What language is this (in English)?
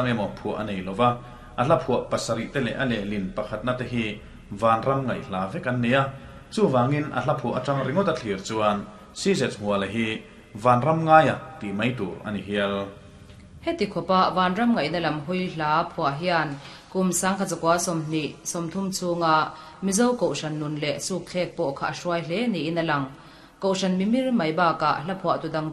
Mizo